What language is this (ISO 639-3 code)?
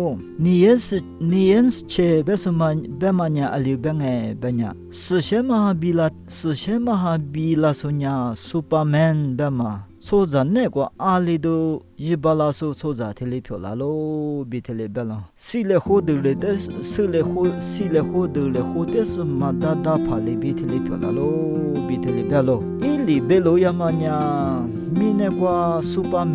lis